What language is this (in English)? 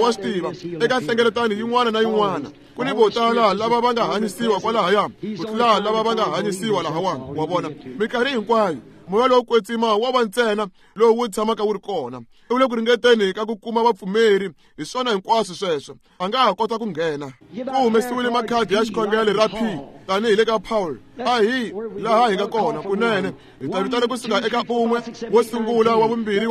Tsonga